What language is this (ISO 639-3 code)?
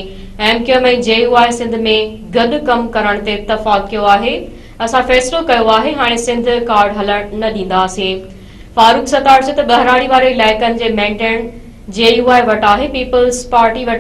snd